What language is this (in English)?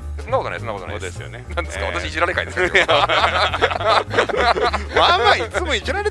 Japanese